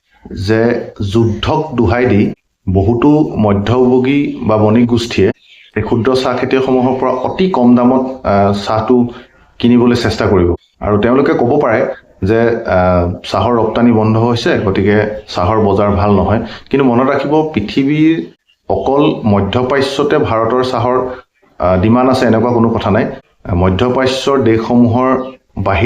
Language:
Assamese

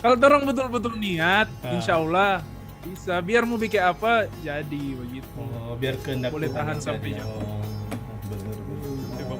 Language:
Manado Malay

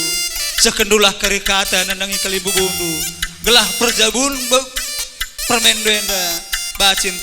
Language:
Batak Karo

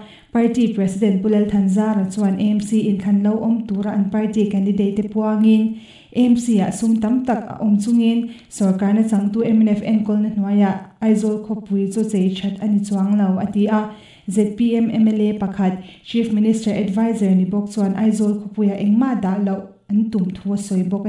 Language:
Mizo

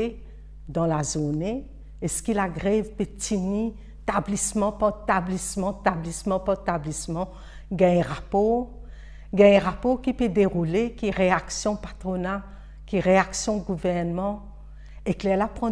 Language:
Morisyen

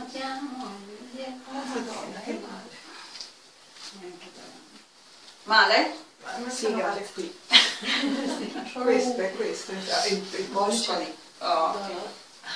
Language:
Italian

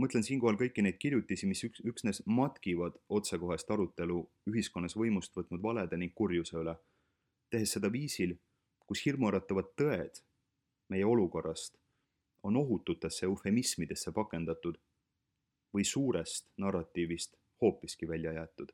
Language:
Estonian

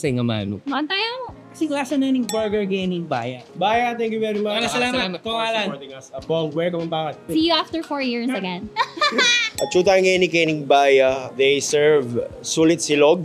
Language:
Pampanga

